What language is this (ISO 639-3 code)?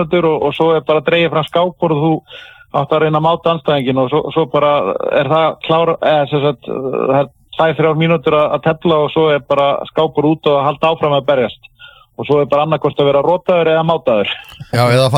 isl